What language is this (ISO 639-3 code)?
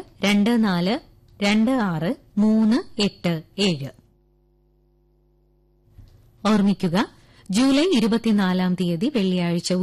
mal